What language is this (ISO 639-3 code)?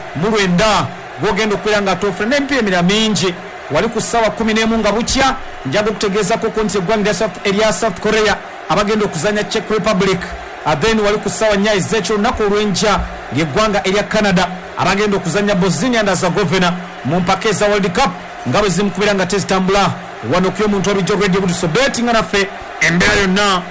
lug